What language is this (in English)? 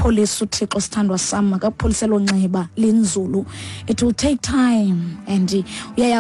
Xhosa